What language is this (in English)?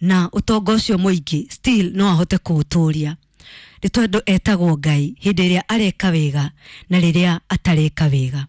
Kikuyu